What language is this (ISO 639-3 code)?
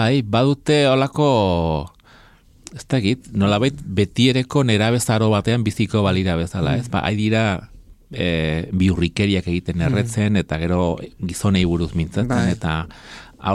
eus